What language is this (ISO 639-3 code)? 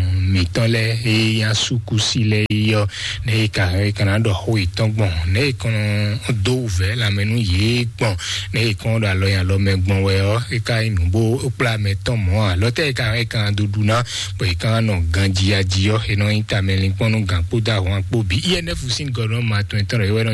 fon